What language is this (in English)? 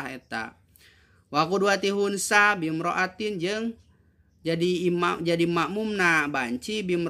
Sundanese